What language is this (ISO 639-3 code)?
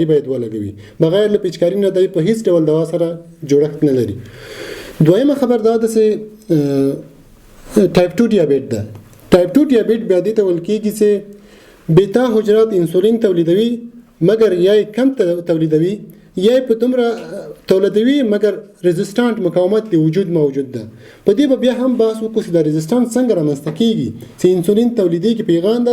pus